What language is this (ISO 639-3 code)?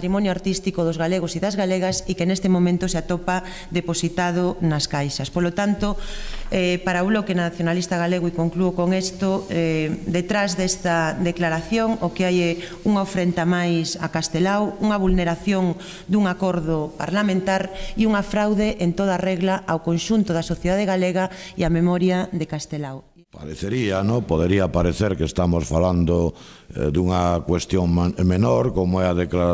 glg